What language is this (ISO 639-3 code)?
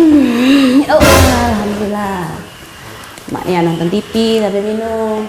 mui